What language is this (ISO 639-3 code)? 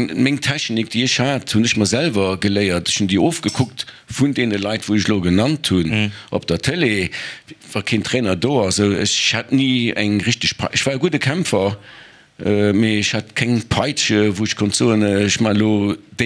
ltz